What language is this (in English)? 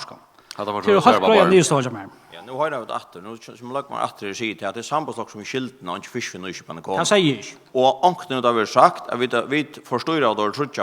Faroese